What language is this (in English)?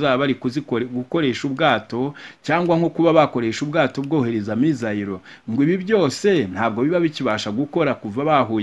Kinyarwanda